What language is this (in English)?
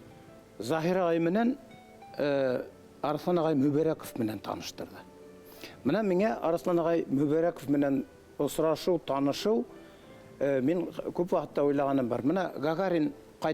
Bashkir